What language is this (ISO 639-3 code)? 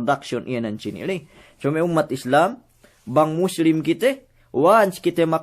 yka